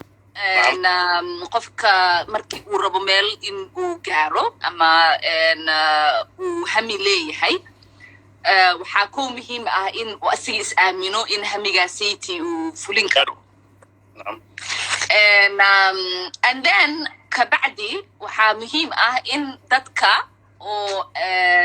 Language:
Somali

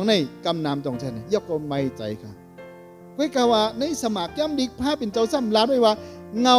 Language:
Shan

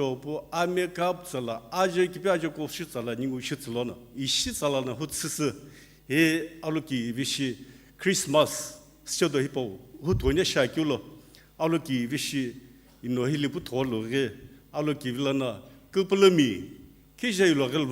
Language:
Sumi Naga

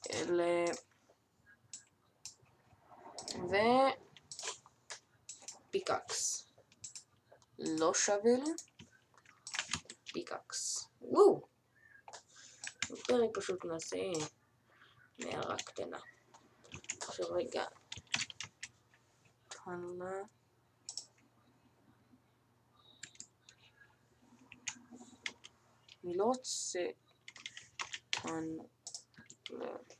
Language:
Hebrew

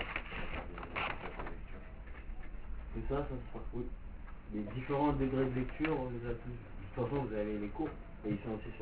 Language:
French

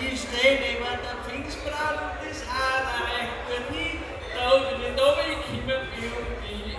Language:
Bavarian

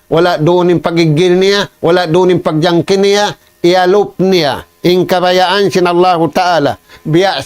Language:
Tausug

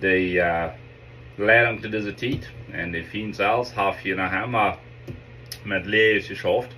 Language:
Plautdietsch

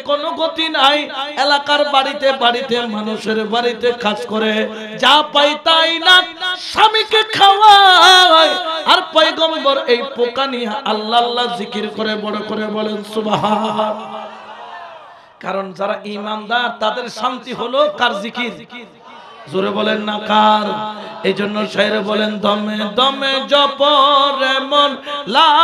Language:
Bangla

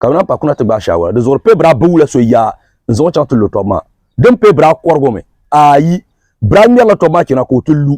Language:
Dagbani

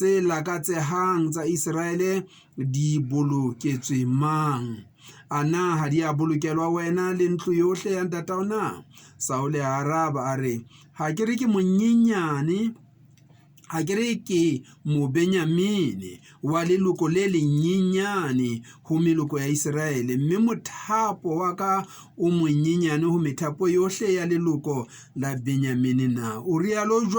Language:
Southern Sotho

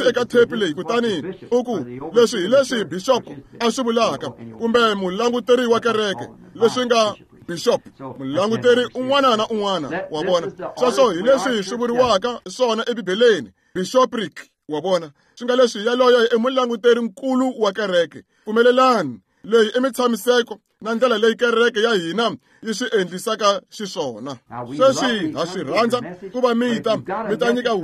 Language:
Tsonga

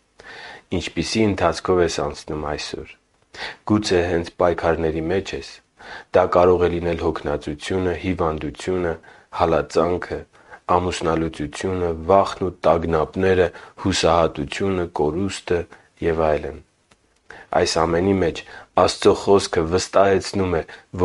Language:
Armenian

